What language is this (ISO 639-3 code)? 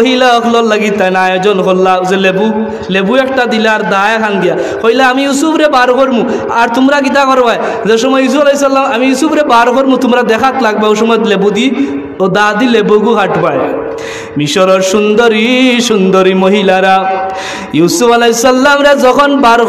syl